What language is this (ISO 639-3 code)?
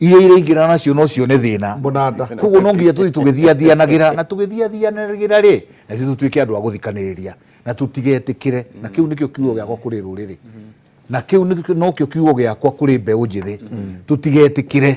kik